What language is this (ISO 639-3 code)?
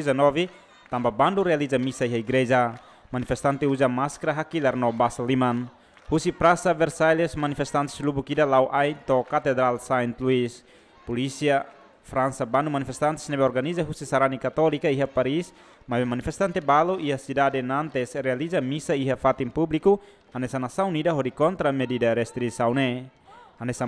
tet